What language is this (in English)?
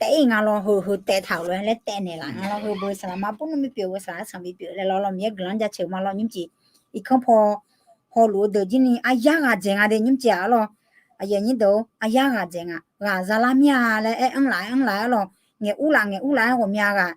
Akha